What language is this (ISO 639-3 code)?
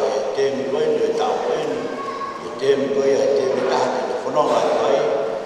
ton